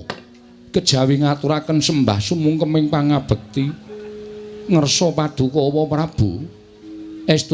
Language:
Javanese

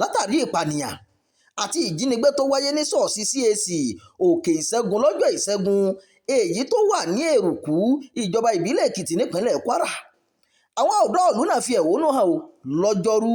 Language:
Yoruba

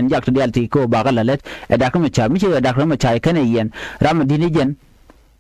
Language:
Nuer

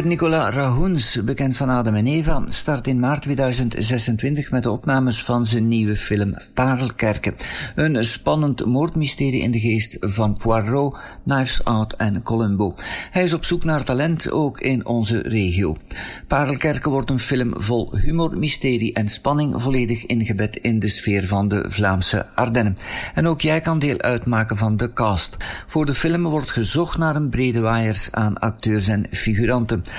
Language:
Dutch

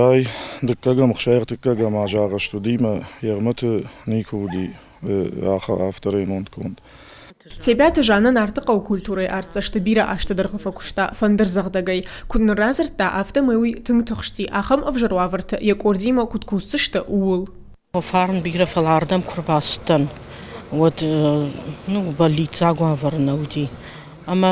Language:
Ossetic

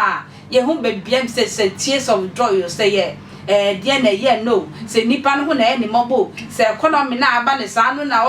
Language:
Akan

